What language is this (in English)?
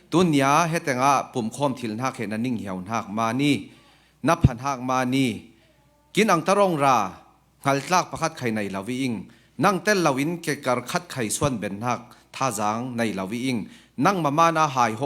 Falam Chin